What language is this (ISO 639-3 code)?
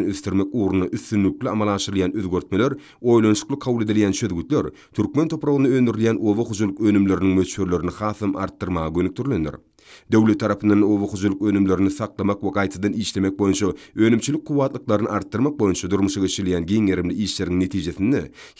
tuk